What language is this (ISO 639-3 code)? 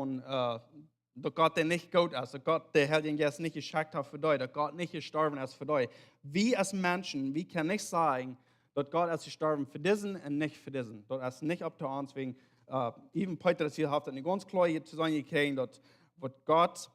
pdt